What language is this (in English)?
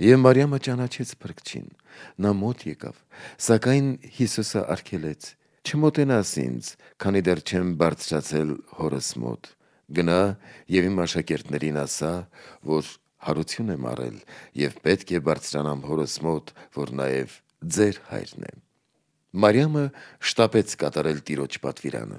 Armenian